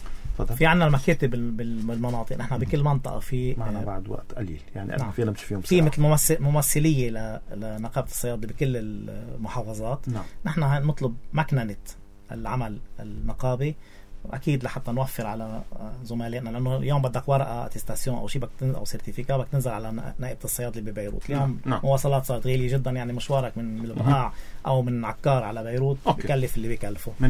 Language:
North Levantine Arabic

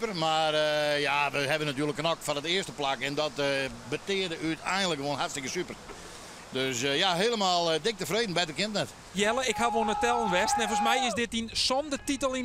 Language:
Western Frisian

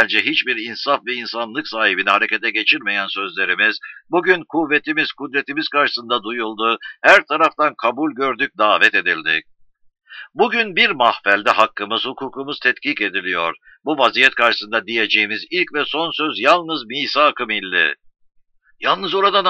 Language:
Turkish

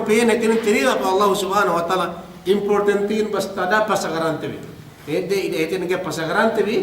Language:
Yakan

